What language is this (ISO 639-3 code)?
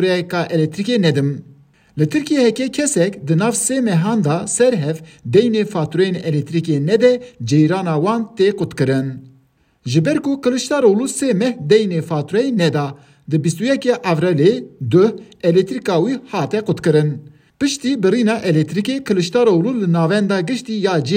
kur